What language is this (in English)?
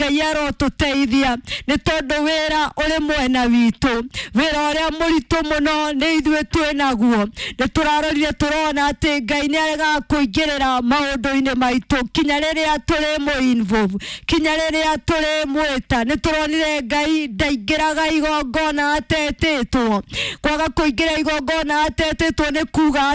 Kikuyu